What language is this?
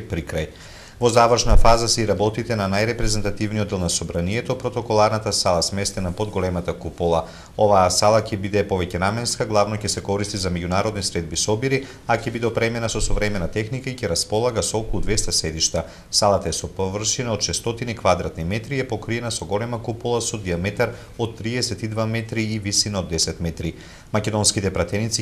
Macedonian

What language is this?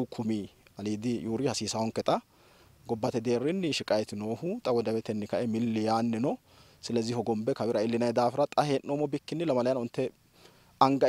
Sidamo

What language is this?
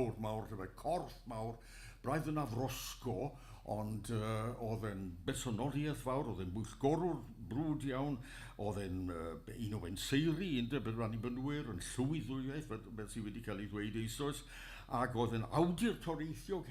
Welsh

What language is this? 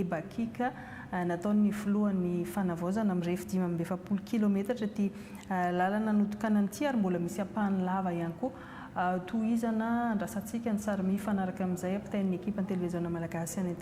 Malagasy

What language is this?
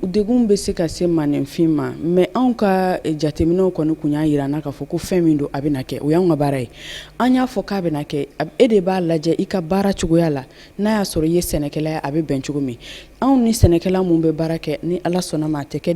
Bambara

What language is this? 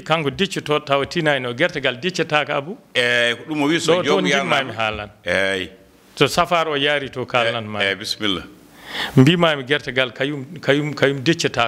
Fula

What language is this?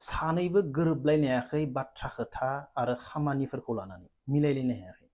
Bodo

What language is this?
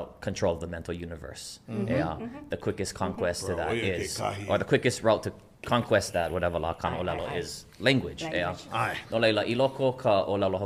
Hawaiian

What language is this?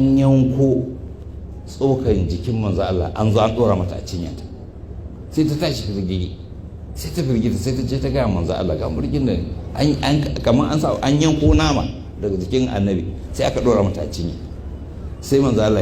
Hausa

